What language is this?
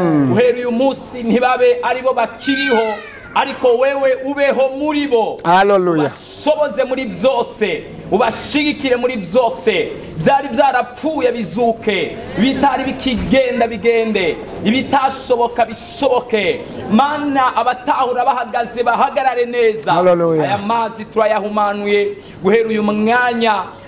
Rundi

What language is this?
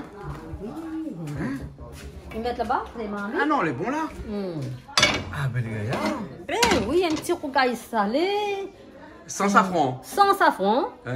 Réunion Creole French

